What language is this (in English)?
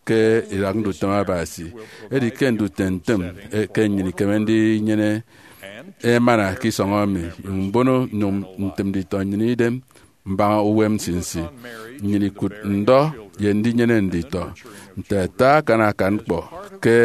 Efik